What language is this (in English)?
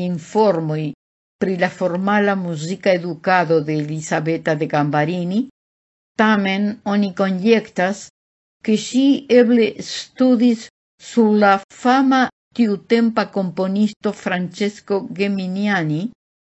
Esperanto